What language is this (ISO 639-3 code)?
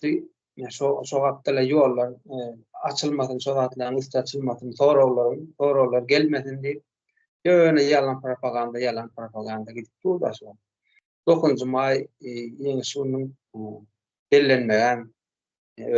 tuk